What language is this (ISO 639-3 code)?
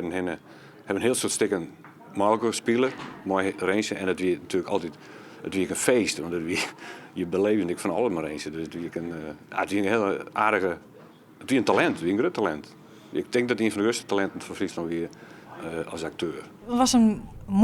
fry